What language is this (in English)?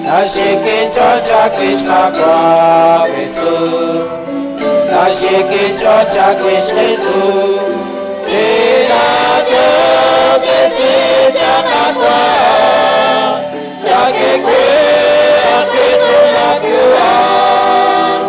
Kekchí